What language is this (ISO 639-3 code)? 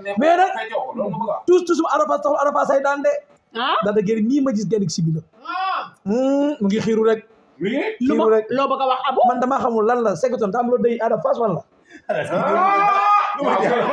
wol